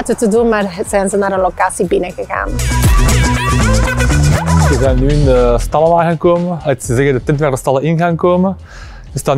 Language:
Dutch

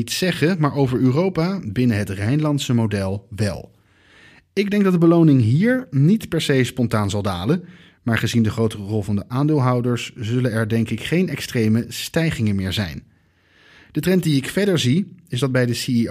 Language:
Dutch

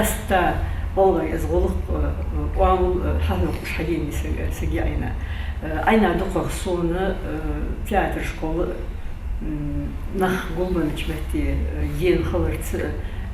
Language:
Ingush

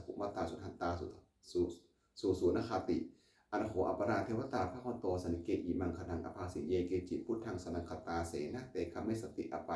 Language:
Pali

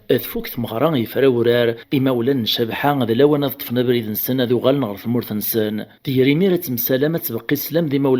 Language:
Kabyle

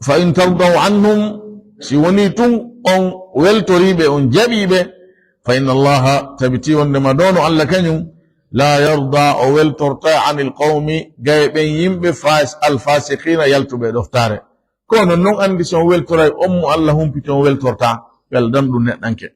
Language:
Fula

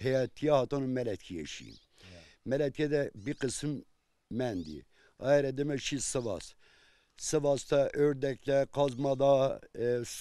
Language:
Zaza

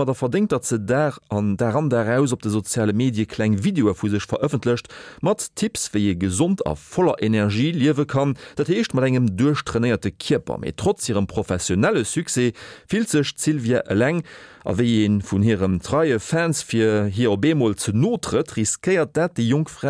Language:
Luxembourgish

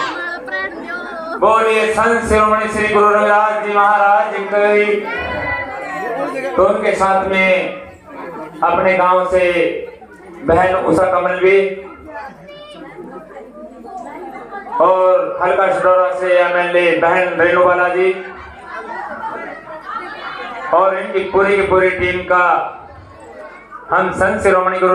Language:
Hindi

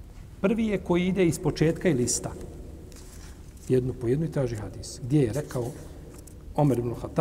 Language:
Bosnian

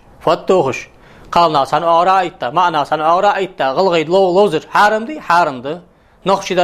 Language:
Ingush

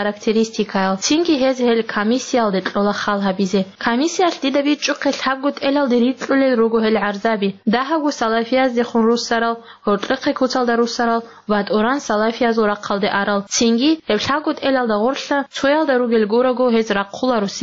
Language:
Avaric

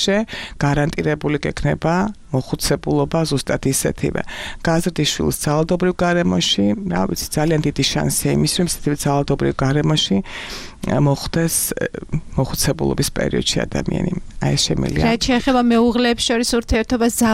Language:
Georgian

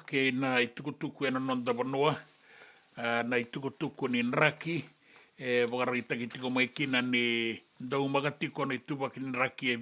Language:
Fijian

